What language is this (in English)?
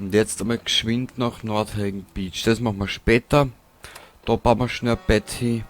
Bavarian